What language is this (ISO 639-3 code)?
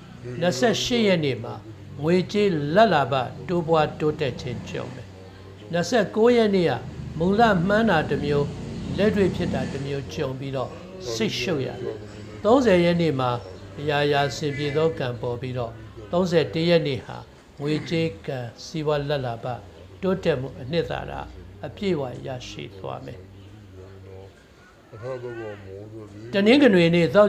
mya